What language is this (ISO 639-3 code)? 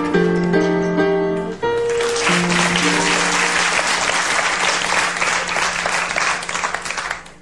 hun